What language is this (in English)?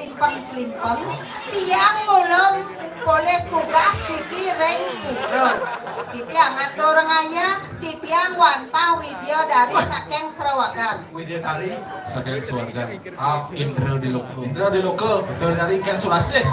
Balinese